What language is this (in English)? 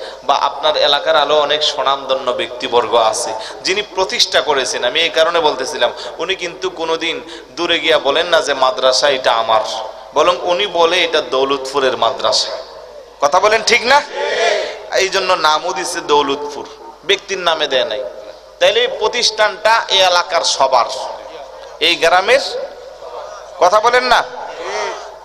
Bangla